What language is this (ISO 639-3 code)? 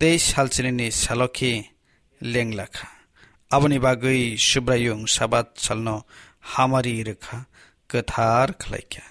trp